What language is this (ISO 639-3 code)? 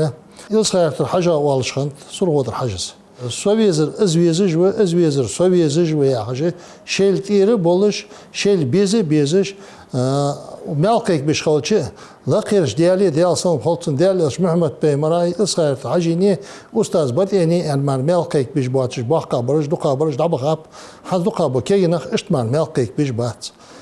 inh